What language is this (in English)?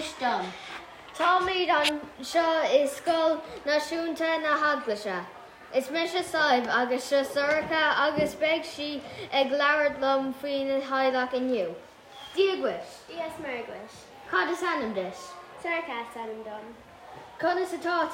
Irish